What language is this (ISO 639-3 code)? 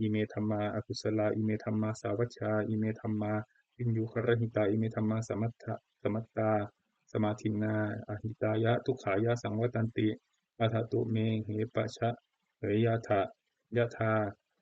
pli